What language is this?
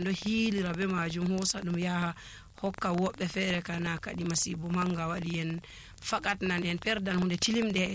Nigerian Fulfulde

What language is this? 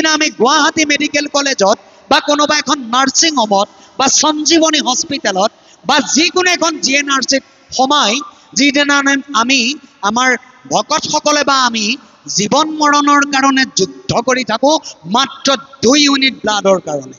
Assamese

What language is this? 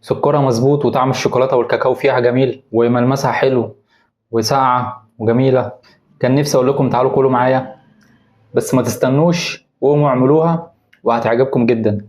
Egyptian Arabic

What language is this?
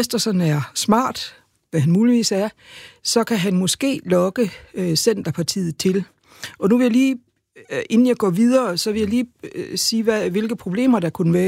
Danish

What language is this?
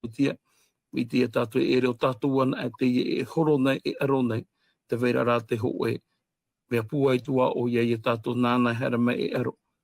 Tahitian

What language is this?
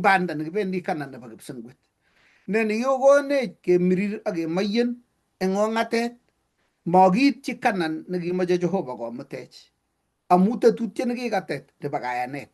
Kalenjin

